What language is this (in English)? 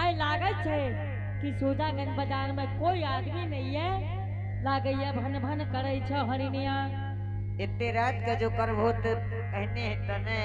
Angika